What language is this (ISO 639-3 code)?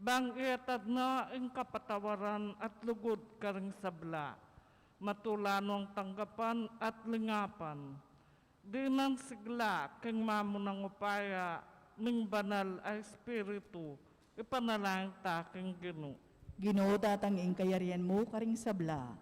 pam